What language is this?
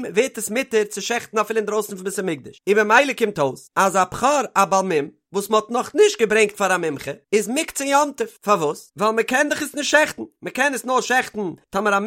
Yiddish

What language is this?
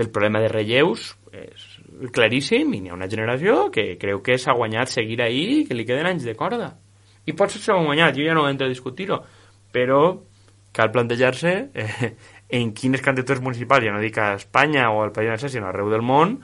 Catalan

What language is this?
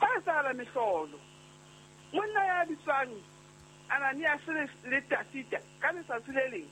Southern Sotho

